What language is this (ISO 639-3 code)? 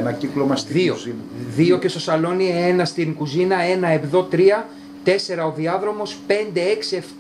ell